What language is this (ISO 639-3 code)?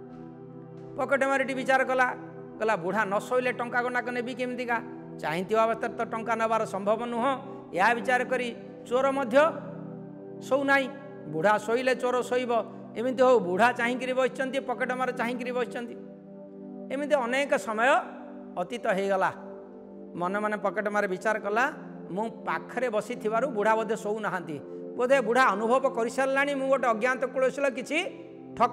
ori